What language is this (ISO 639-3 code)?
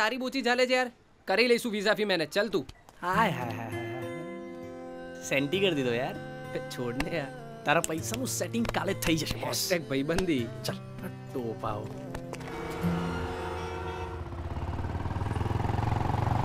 guj